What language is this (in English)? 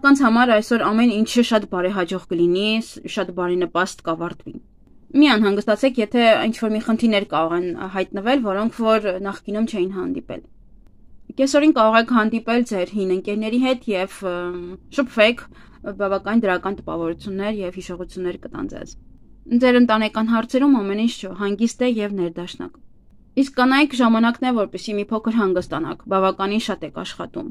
Armenian